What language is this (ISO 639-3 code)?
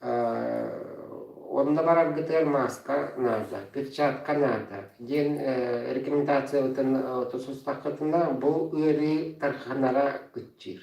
sah